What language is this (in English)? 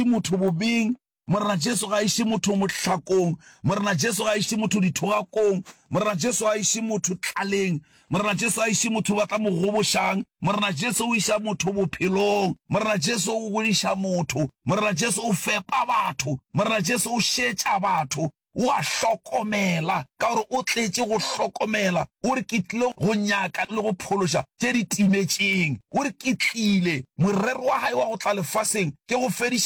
Northern Sotho